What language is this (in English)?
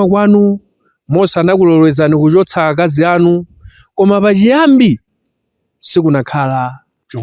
Nyanja